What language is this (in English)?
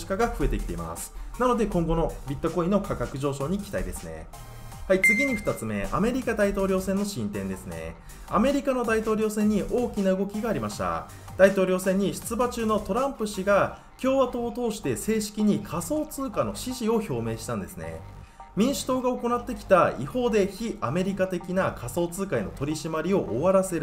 Japanese